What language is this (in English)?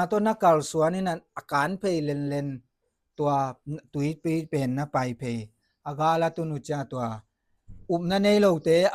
Tedim Chin